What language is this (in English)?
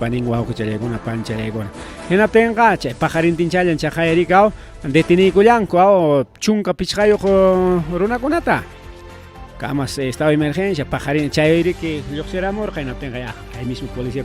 Ayacucho Quechua